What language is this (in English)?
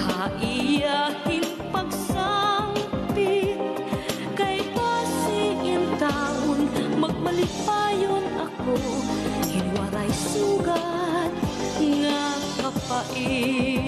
Waray